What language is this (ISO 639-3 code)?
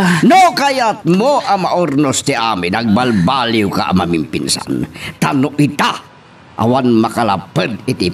ilo